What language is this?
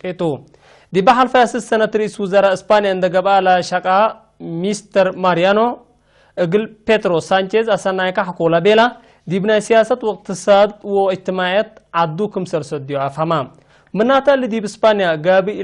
Tigre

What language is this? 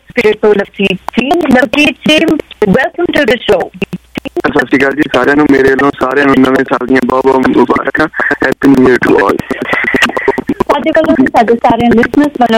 Punjabi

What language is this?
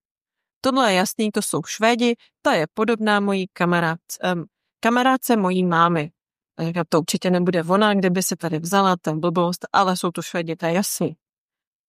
Czech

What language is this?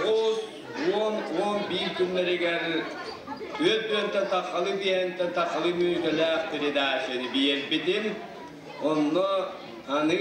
Yakut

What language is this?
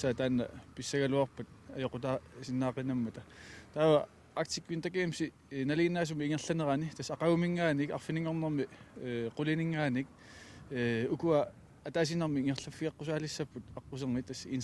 Kalaallisut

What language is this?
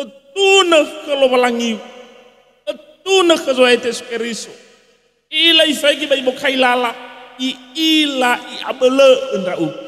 Nias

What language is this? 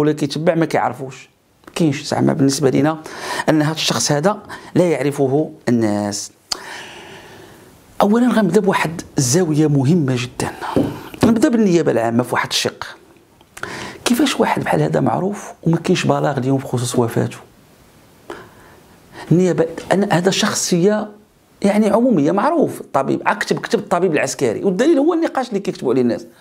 Moroccan Arabic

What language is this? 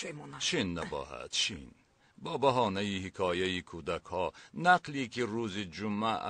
Tajik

